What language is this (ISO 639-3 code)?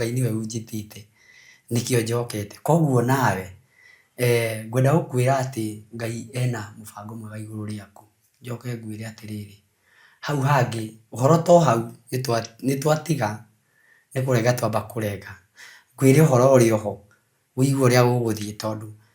kik